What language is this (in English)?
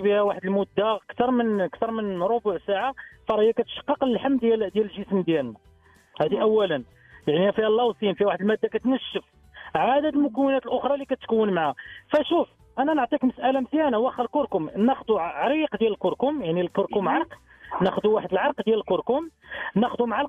Moroccan Arabic